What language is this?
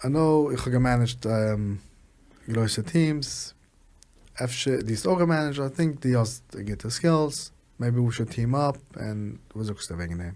Yiddish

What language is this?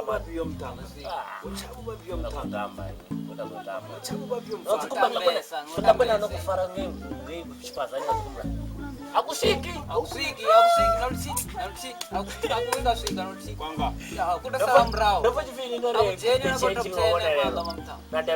Venda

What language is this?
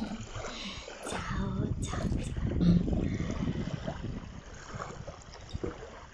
Italian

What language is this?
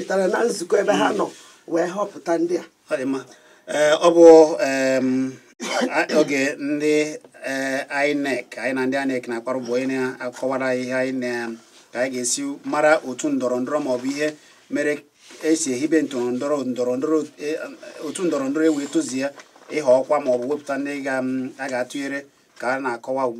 Igbo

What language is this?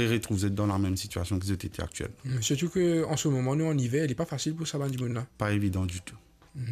Morisyen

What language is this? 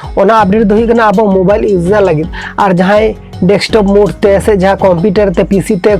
Santali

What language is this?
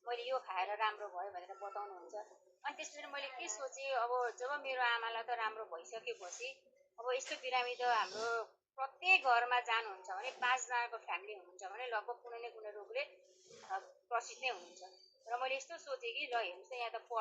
Nepali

